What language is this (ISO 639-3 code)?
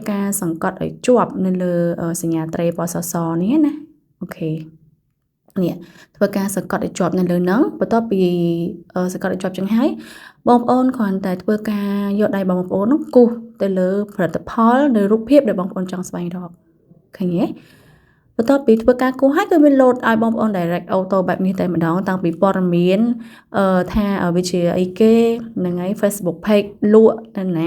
khm